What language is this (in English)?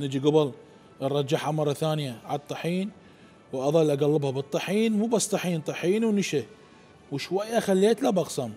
Mesopotamian Arabic